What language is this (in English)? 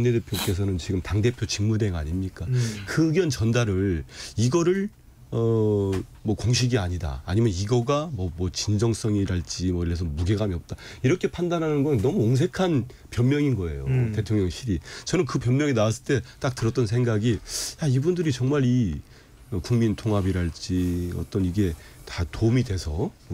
Korean